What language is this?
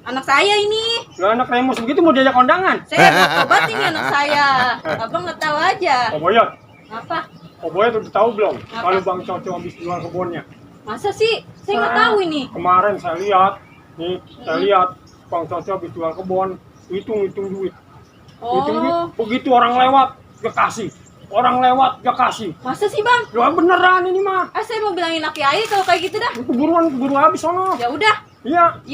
Betawi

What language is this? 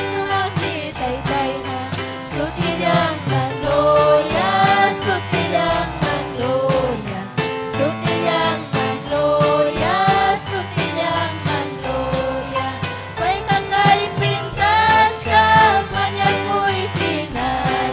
Ayacucho Quechua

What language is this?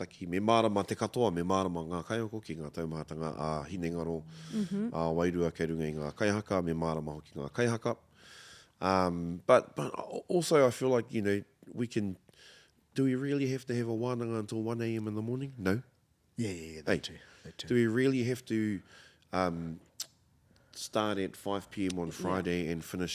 Māori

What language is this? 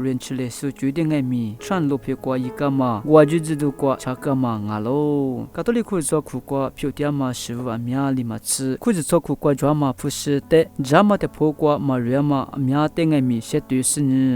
Lisu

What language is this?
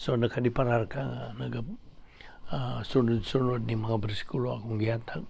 Cebuano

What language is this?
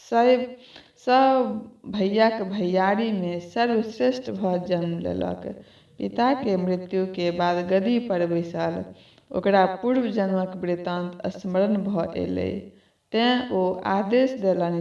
Maithili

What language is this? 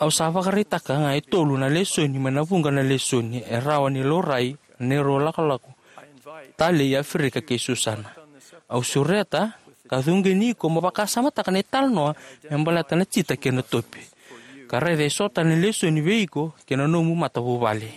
Fijian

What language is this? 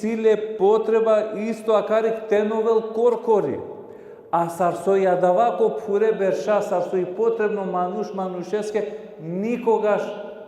Balkan Romani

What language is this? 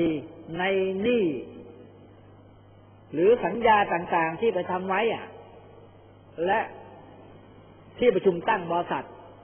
Thai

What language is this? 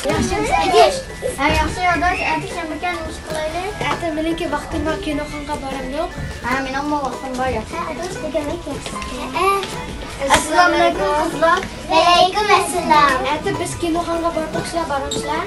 Uyghur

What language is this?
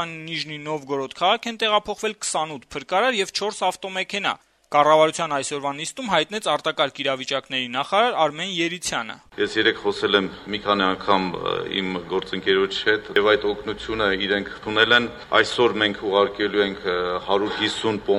Armenian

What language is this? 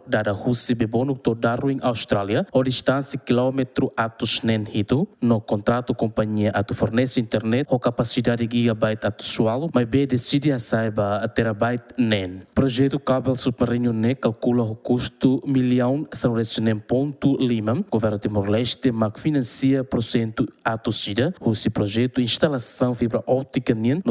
Tetum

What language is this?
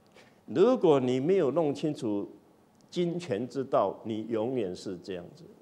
Chinese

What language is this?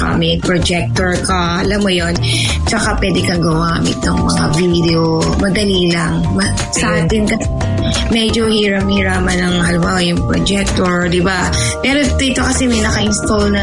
Filipino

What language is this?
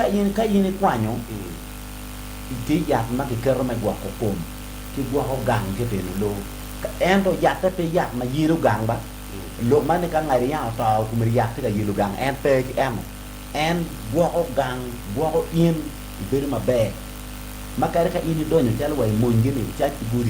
Acoli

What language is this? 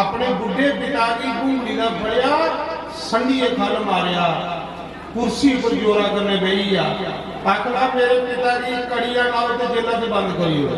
Dogri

